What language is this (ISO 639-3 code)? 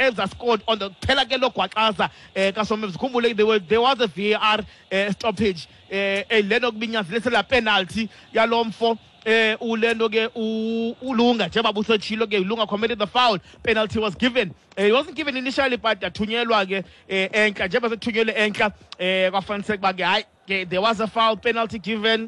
xho